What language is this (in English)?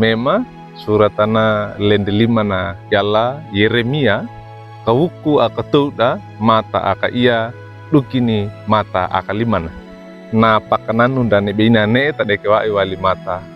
Wejewa